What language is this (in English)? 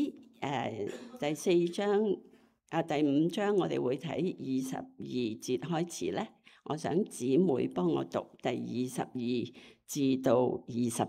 Cantonese